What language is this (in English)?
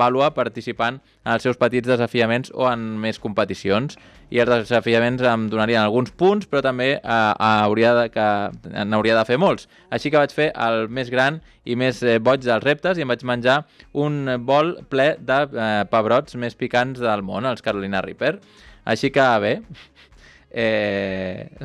Catalan